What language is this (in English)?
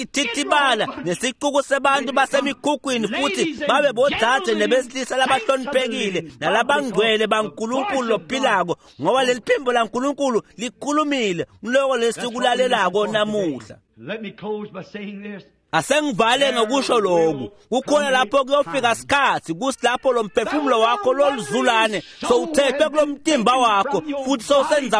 Swati